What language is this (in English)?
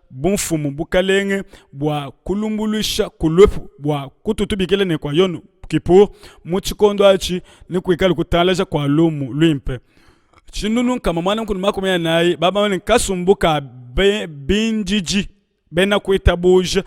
Luba-Lulua